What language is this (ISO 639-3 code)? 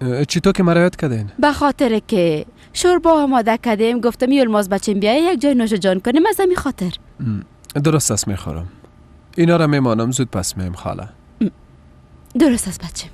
fas